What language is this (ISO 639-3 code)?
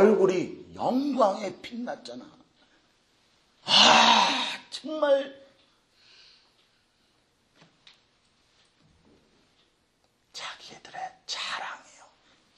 kor